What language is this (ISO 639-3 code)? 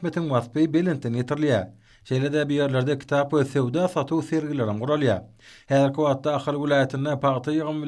tuk